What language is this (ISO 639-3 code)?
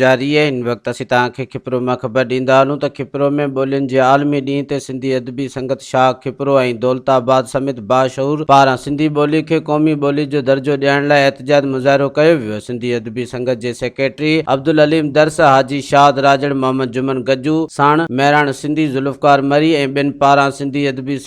snd